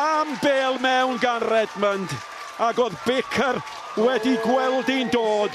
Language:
Welsh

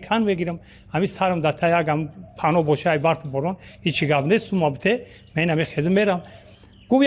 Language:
Tajik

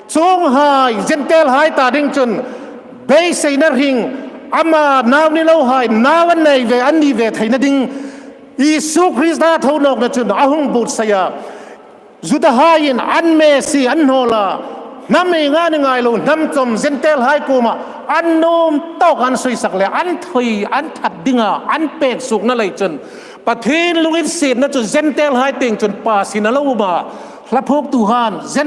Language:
Hmar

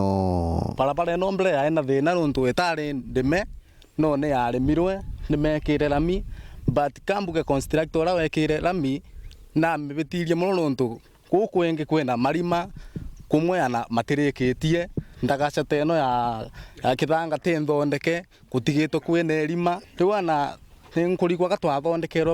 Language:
Meru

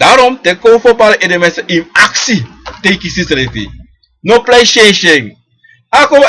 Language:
Sranan Tongo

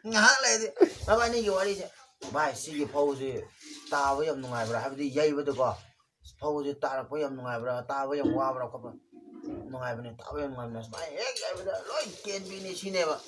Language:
Manipuri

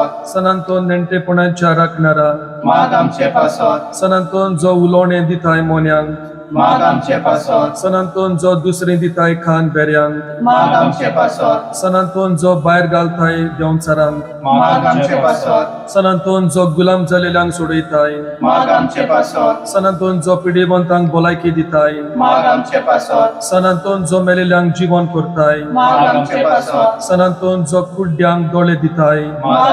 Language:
Konkani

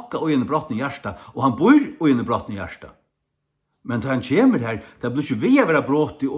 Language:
Faroese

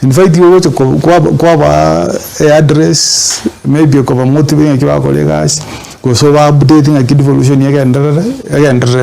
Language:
Gusii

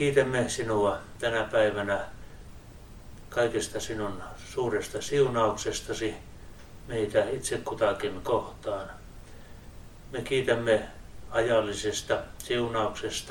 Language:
Finnish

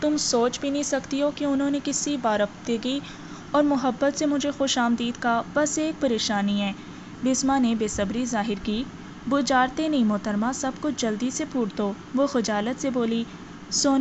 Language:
Urdu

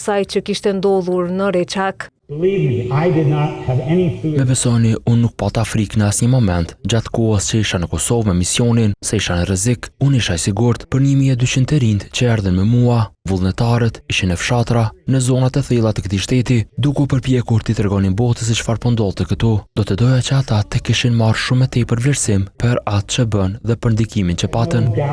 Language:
Albanian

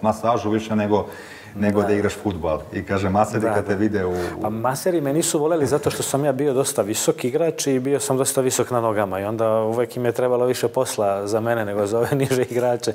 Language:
Serbian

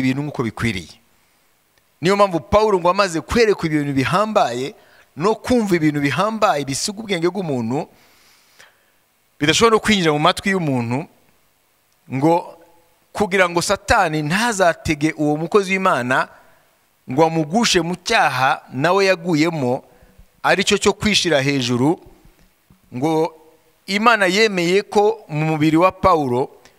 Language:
Kinyarwanda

